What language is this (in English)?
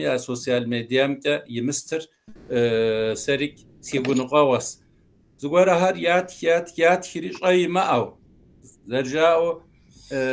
Kabardian